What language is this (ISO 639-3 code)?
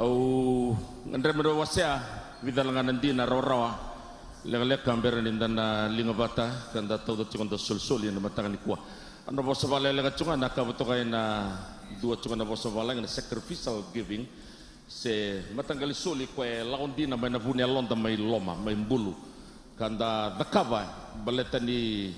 fij